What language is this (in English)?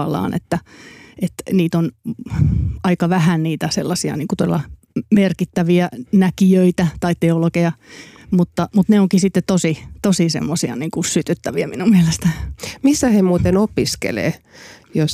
Finnish